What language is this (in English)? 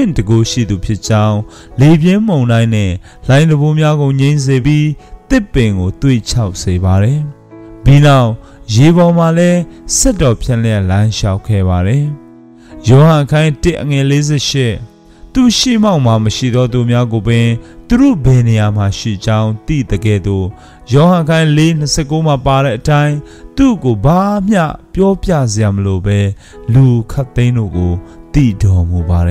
Burmese